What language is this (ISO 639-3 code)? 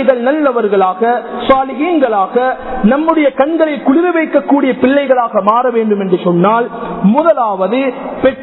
tam